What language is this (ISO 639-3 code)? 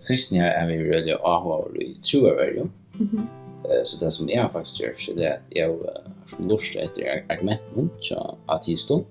fao